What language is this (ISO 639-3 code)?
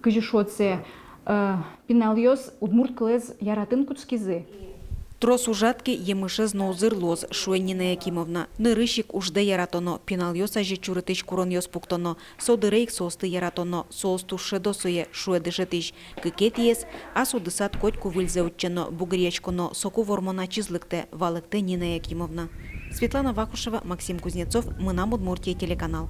udm